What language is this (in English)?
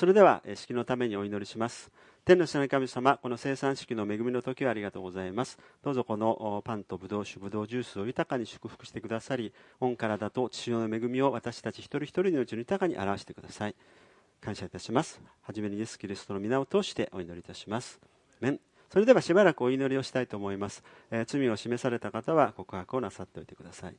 Japanese